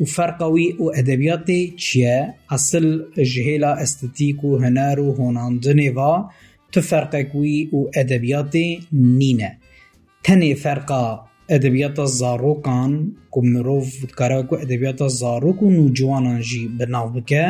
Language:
Kurdish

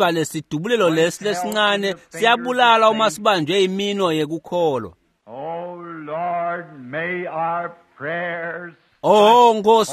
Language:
Swati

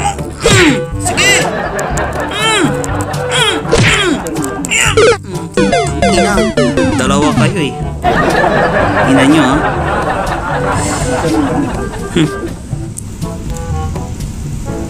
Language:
Filipino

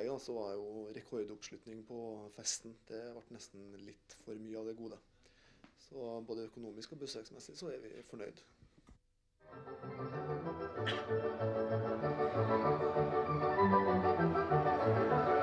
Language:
Norwegian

